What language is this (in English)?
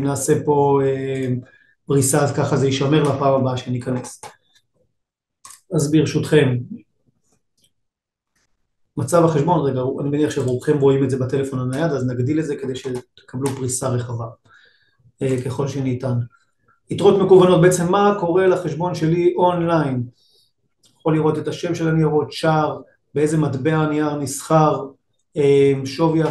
Hebrew